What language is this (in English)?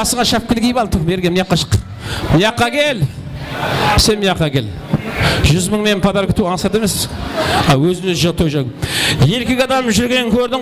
Kara-Kalpak